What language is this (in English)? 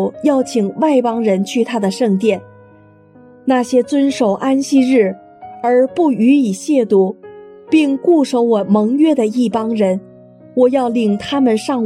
Chinese